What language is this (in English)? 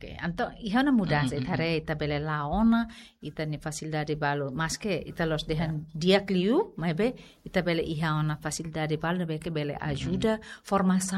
Tetum